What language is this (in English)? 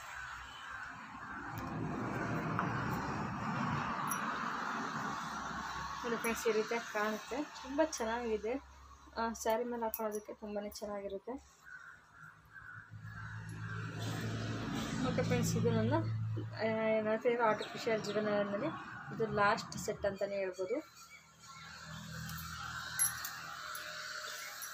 Kannada